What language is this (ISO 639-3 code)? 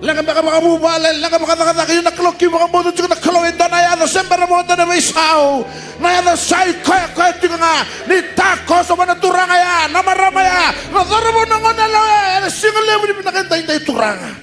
fij